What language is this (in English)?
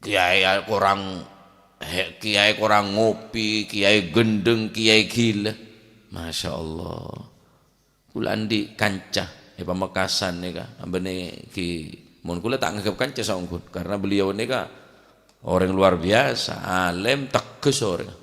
Madurese